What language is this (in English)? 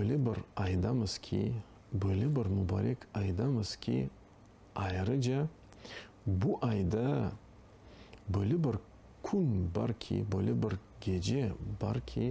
Crimean Tatar